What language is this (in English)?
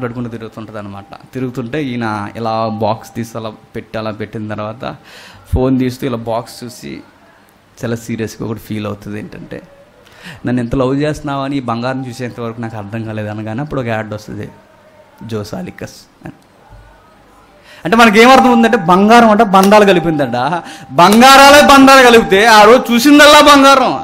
Telugu